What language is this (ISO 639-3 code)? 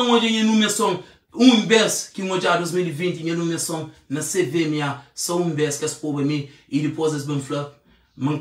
kea